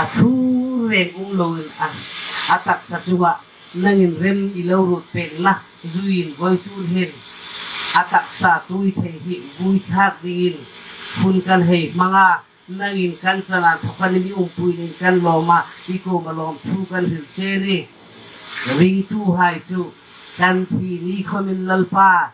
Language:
Hmar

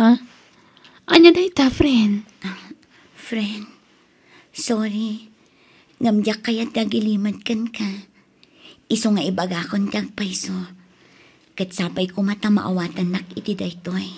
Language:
Iloko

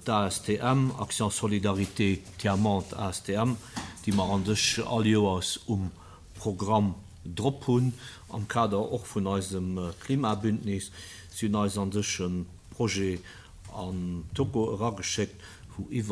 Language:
Luxembourgish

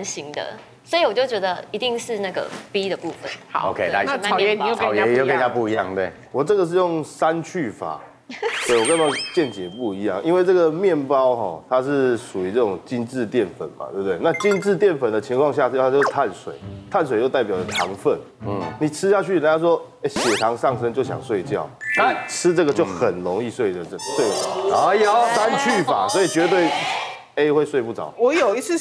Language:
Chinese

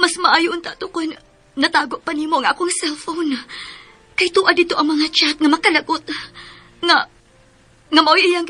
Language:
Cebuano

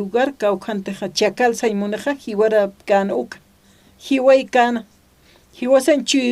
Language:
Aymara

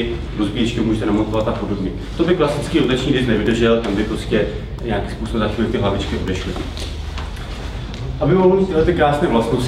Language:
Czech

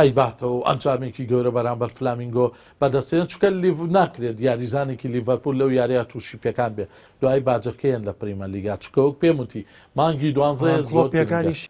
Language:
Central Kurdish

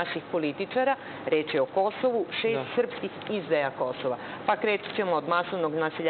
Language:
Serbian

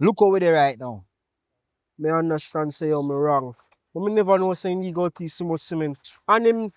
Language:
Jamaican Creole English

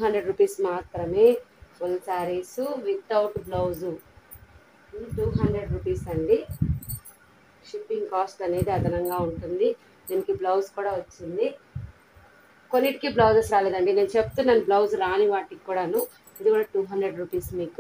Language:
Telugu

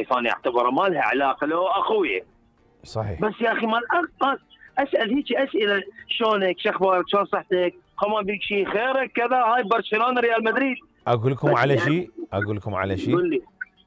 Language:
Mesopotamian Arabic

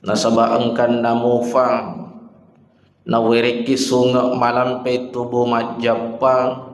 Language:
Buginese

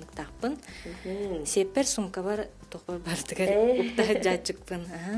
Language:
Yakut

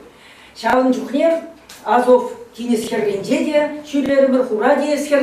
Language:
Chuvash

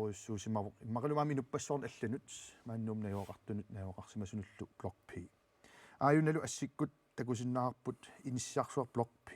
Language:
Kalaallisut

